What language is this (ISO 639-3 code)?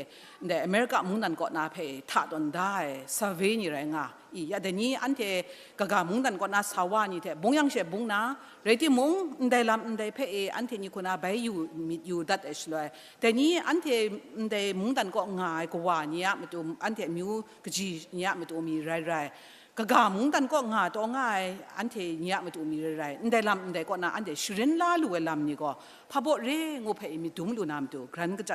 kac